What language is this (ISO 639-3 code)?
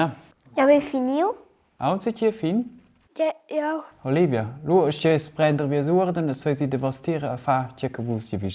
roh